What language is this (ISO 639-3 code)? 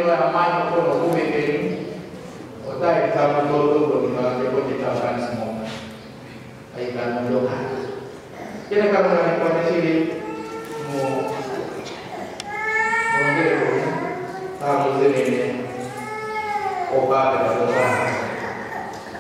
swa